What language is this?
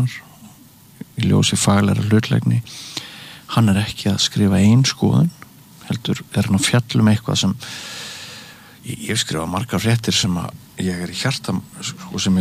Icelandic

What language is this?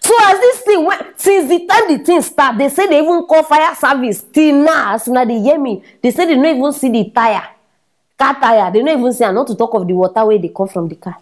Nigerian Pidgin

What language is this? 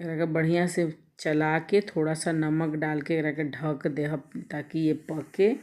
Bhojpuri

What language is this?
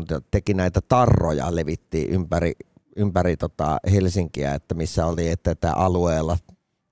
Finnish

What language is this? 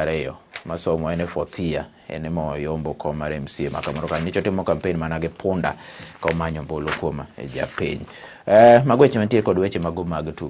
Luo (Kenya and Tanzania)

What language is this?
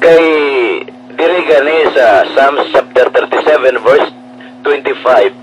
Hiligaynon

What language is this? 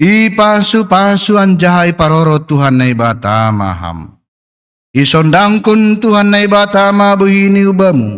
Batak Simalungun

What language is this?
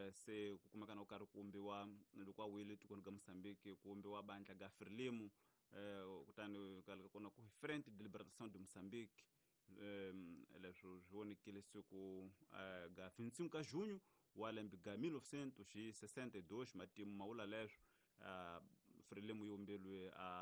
Tsonga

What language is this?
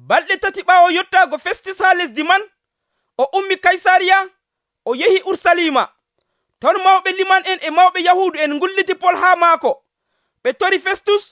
Nigerian Fulfulde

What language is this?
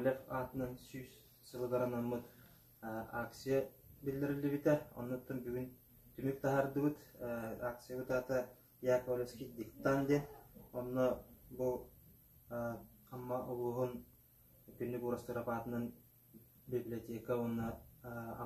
Yakut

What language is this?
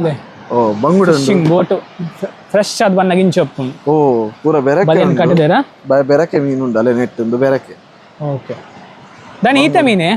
Tulu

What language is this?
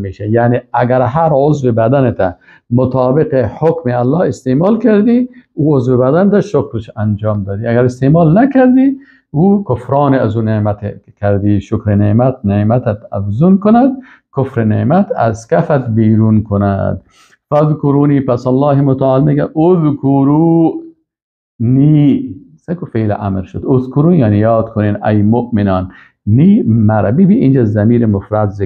Persian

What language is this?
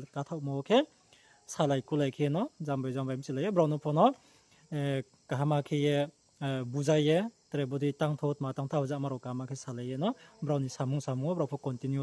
Riang (India)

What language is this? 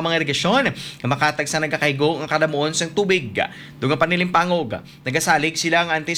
Hiligaynon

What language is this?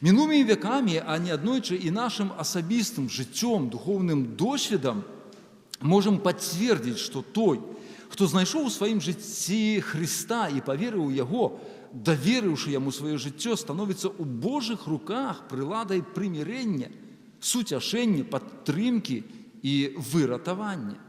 Belarusian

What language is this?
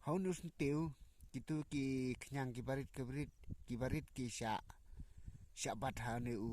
Khasi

